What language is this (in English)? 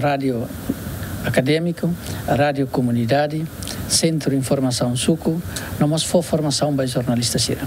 Tetum